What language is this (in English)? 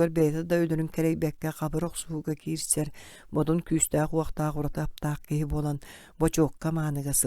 Yakut